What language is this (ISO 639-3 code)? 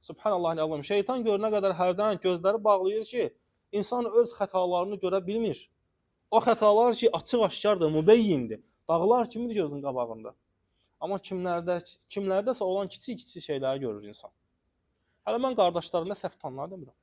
aze